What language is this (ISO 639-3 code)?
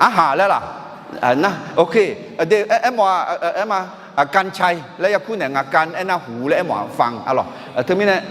ahk